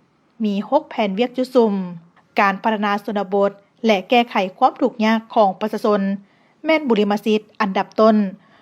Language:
Lao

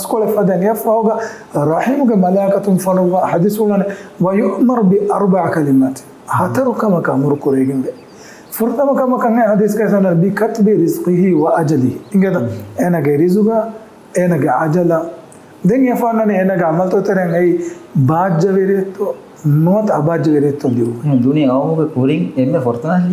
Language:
Divehi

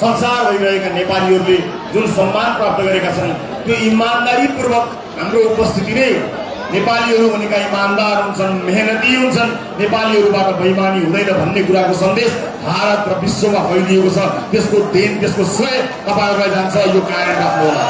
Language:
Nepali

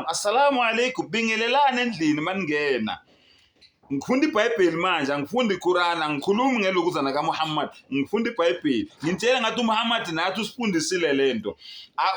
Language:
Zulu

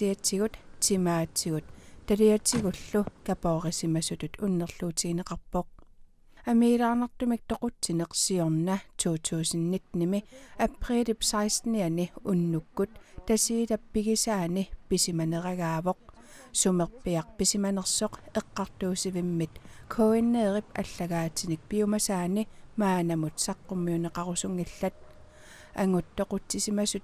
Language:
Kalaallisut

